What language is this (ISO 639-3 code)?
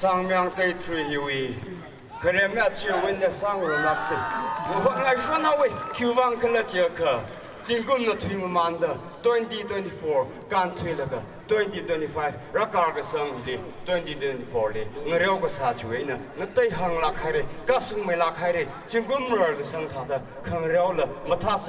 nmf